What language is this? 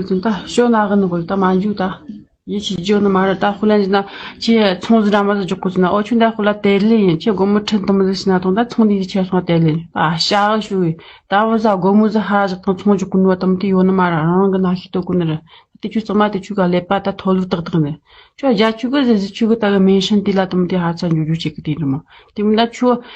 Tibetan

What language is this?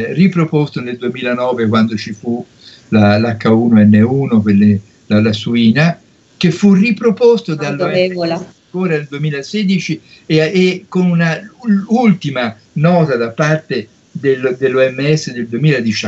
Italian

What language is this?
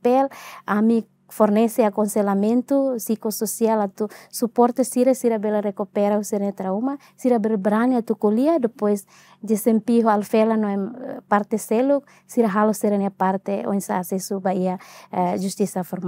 Tetum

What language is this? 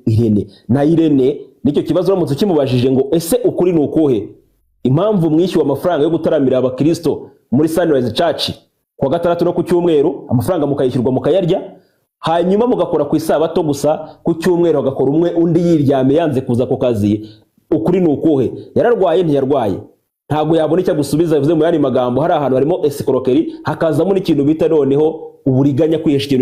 Kinyarwanda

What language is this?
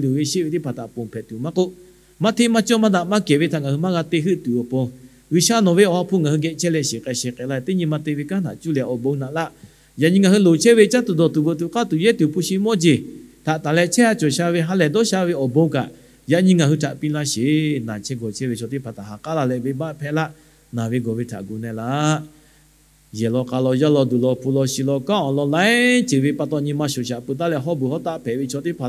Lahu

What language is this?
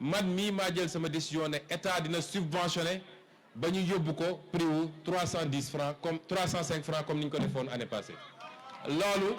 Wolof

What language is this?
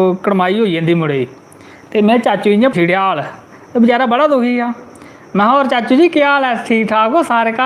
Dogri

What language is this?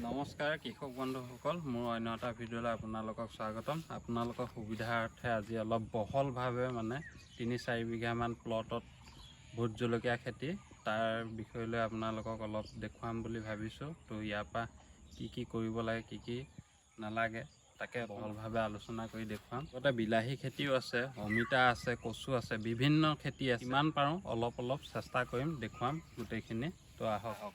Assamese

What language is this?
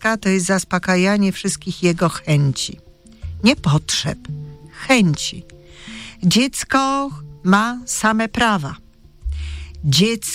Polish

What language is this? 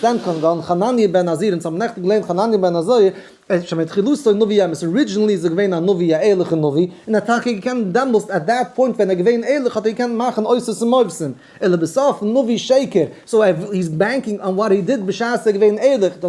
Yiddish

